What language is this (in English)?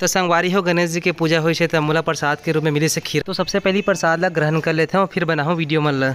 Chhattisgarhi